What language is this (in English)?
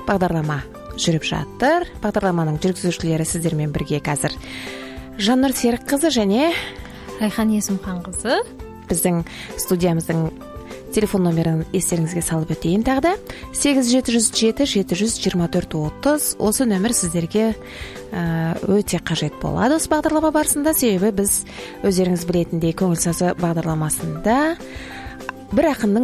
Kazakh